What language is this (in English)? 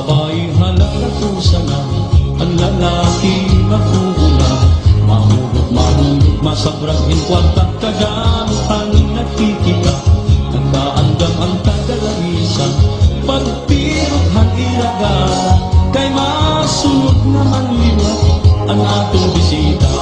Waray